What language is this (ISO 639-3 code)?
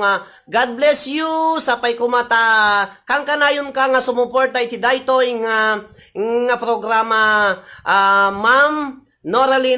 ilo